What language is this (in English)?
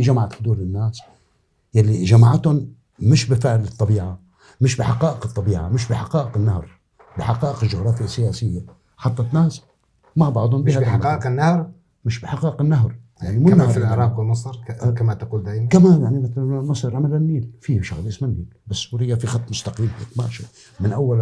North Levantine Arabic